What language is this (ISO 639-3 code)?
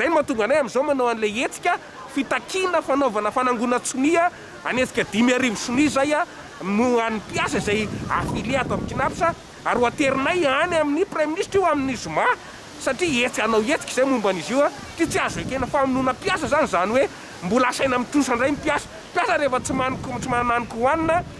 mlg